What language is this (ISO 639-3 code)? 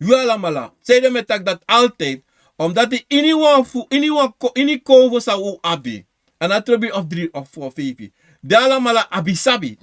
srn